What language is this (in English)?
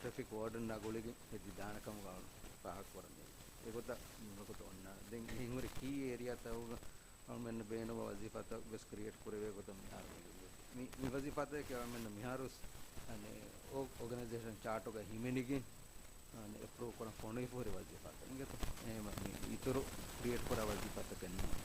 Divehi